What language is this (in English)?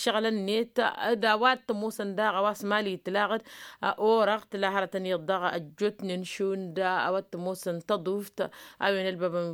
Tamasheq